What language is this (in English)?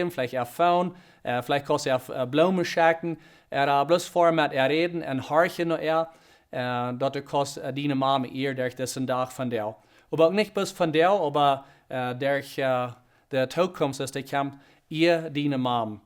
Plautdietsch